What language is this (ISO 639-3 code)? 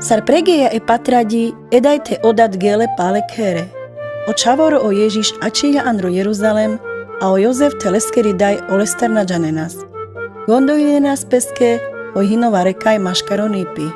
rmc